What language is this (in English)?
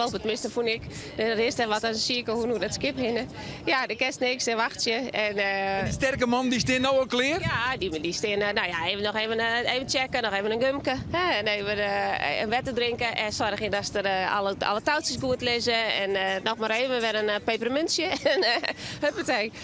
Western Frisian